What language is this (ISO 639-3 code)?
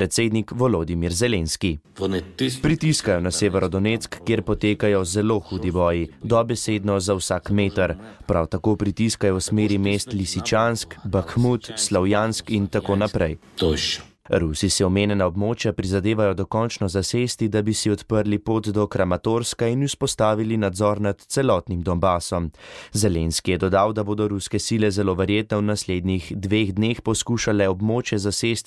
slv